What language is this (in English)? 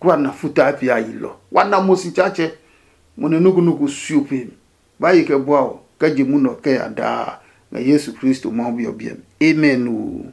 Adangme